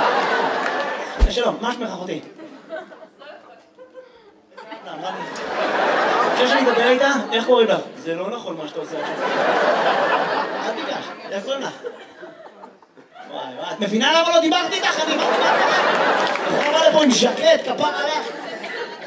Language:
Hebrew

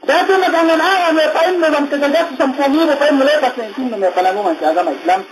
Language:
Yakan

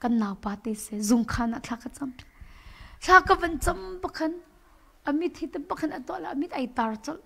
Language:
Hakha Chin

